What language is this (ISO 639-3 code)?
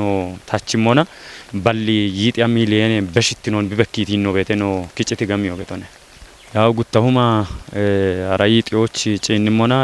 kbr